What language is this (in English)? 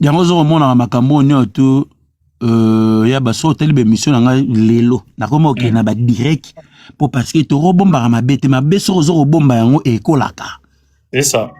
Lingala